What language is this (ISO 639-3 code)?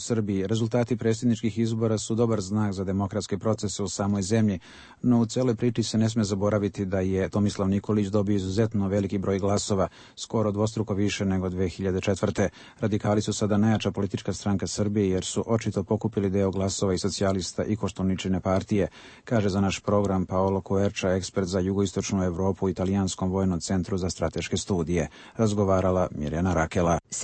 srp